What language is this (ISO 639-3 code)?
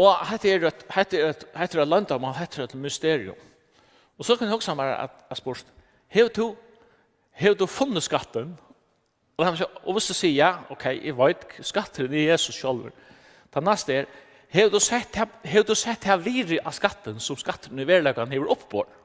fao